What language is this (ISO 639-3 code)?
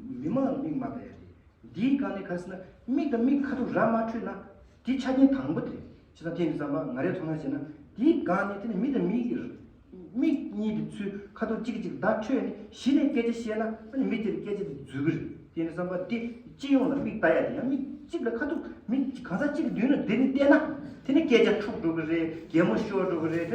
bod